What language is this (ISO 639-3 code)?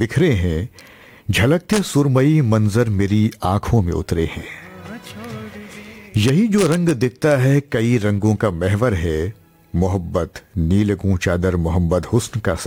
hin